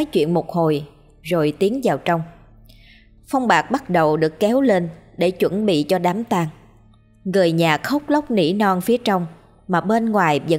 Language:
Vietnamese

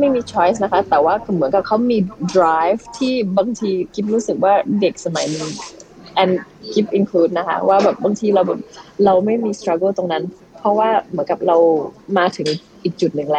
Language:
Thai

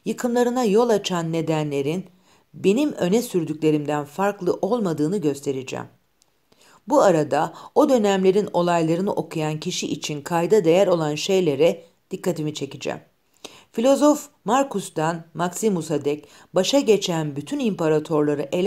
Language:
Turkish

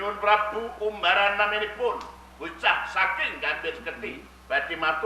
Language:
Javanese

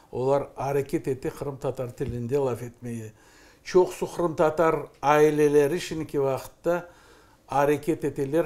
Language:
Crimean Tatar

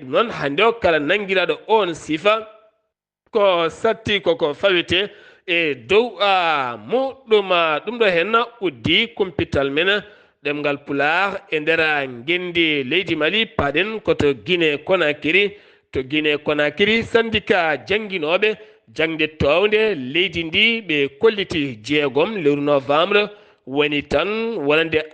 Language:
Fula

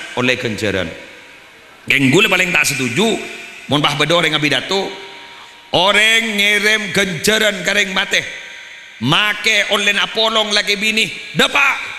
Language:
Madurese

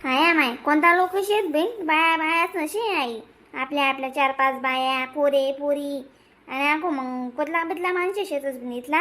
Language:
Khandesi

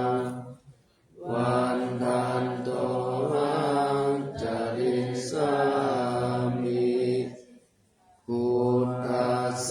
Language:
Pali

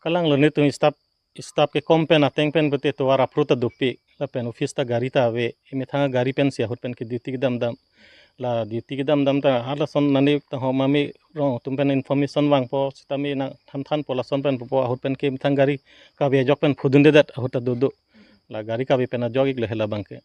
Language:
Karbi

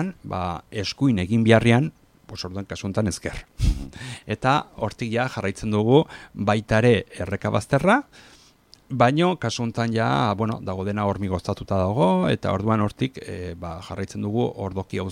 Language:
Basque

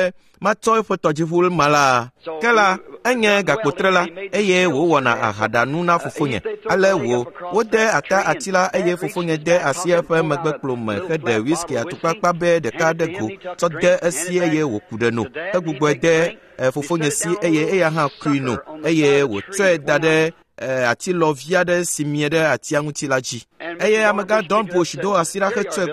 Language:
Ewe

